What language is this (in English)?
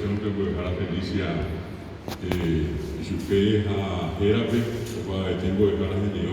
Guarani